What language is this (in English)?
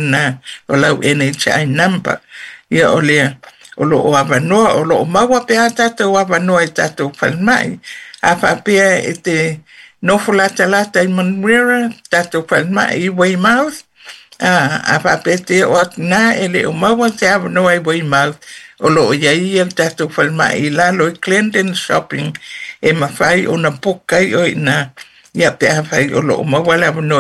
Samoan